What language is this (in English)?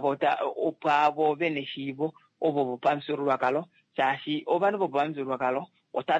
Kuanyama